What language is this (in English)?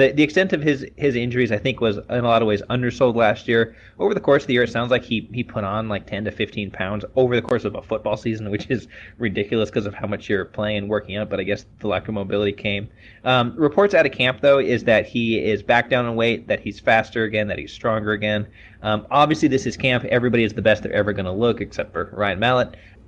English